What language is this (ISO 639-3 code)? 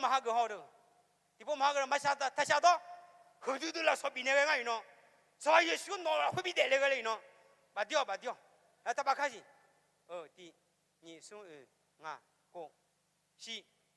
ahk